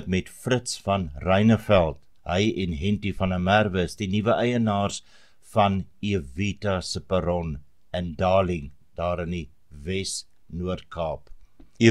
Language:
Afrikaans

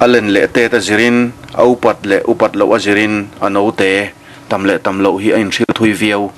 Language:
Mizo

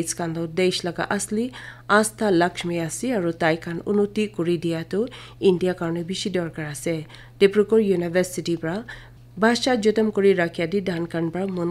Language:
Naga Pidgin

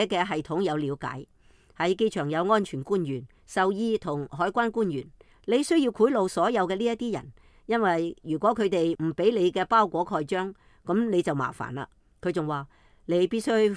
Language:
Cantonese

